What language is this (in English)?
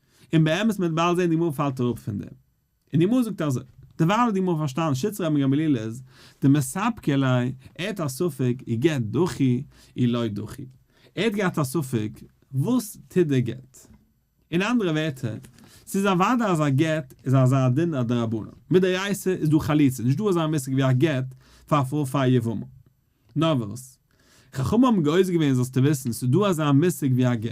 Yiddish